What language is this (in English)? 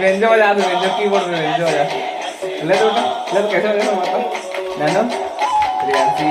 Chhattisgarhi